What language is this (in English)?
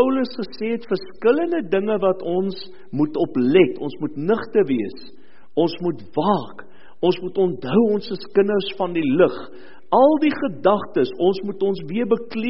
Afrikaans